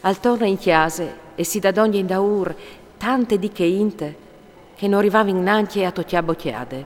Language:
Friulian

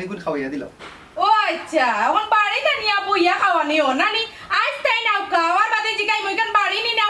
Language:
Sylheti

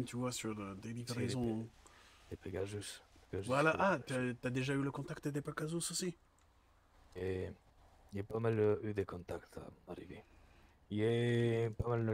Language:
French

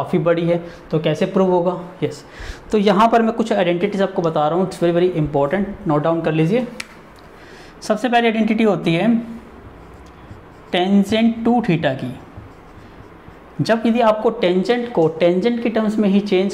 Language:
Hindi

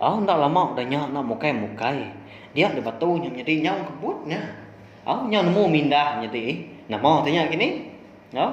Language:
Iban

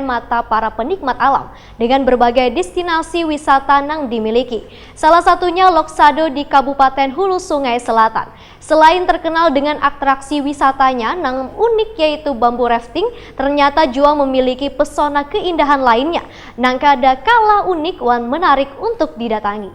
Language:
Banjar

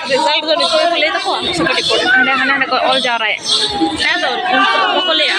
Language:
Santali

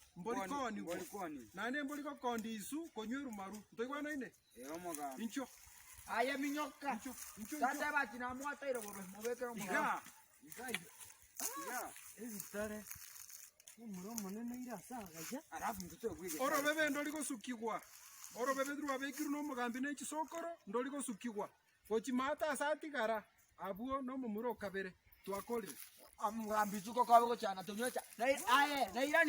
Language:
Gusii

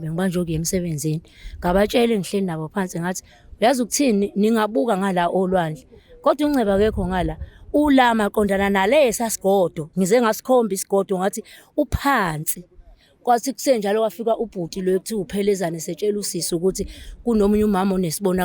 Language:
Zulu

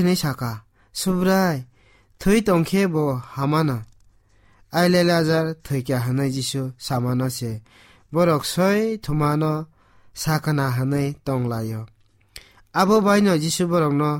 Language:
Kok Borok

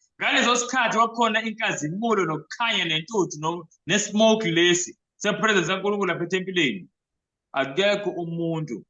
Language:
Zulu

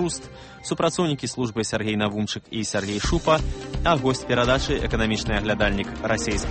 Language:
Belarusian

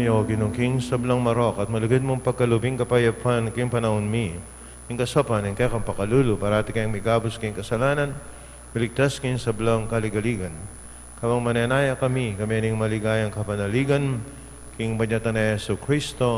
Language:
Pampanga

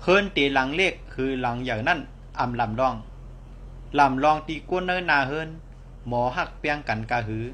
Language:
Shan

